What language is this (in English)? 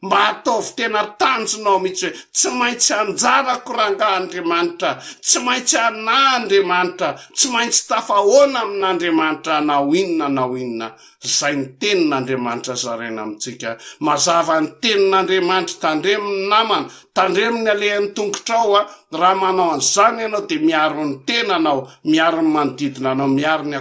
Malagasy